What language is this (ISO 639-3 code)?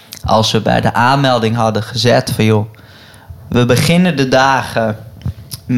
nld